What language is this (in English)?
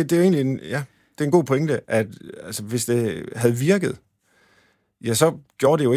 Danish